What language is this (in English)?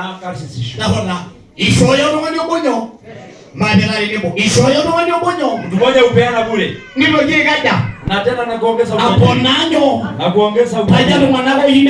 Masai